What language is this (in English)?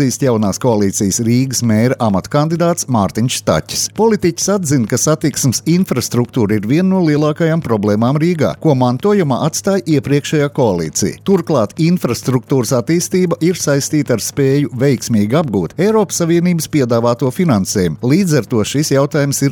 Latvian